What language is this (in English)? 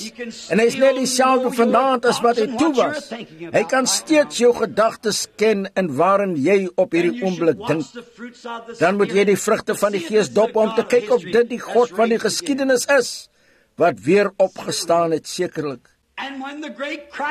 Afrikaans